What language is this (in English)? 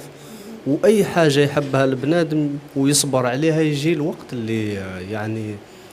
Algerian Arabic